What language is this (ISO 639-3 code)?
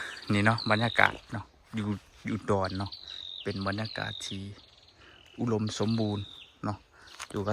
lao